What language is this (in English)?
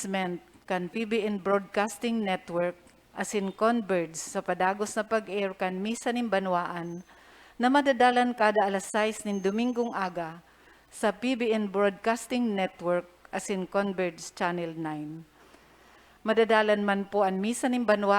Bikol